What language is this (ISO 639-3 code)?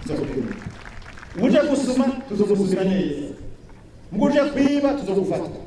run